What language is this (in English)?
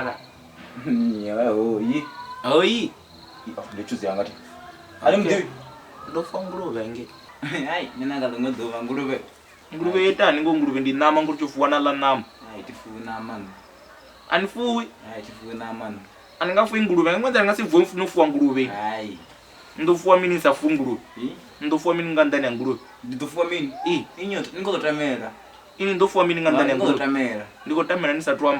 Venda